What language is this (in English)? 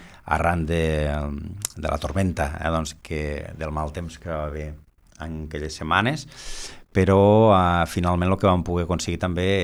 Catalan